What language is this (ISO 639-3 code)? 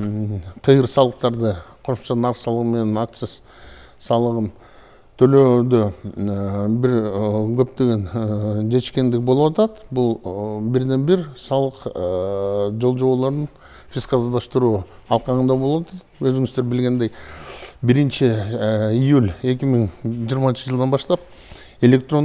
kir